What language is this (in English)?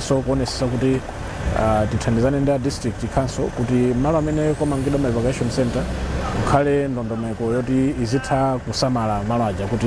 Nyanja